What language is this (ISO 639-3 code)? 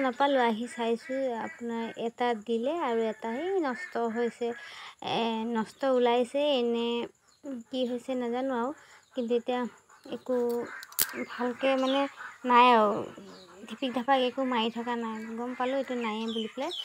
asm